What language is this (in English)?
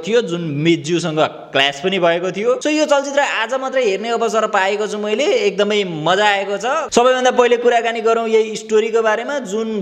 Nepali